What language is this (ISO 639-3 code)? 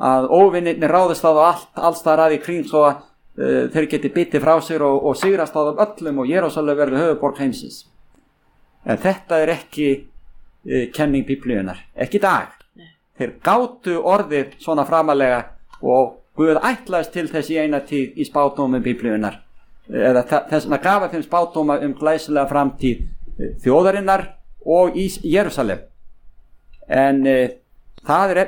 isl